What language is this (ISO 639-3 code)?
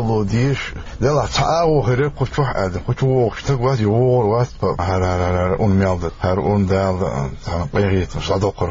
che